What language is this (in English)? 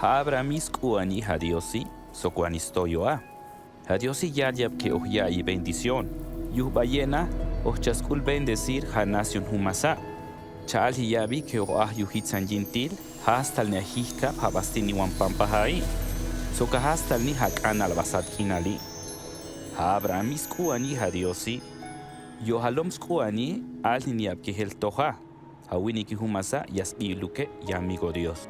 Tojolabal